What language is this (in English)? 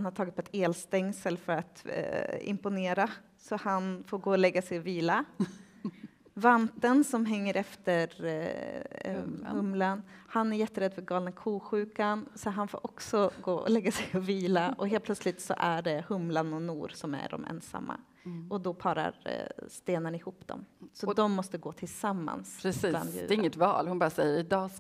Swedish